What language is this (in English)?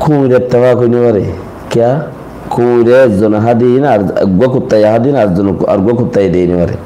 Rohingya